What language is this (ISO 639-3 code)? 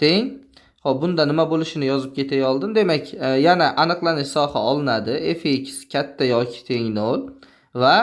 uzb